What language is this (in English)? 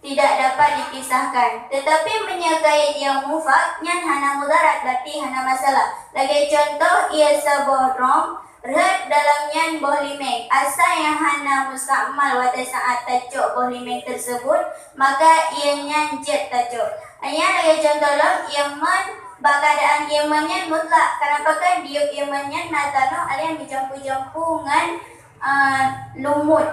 Achinese